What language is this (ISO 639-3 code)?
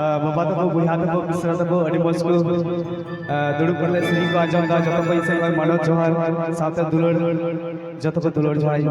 sat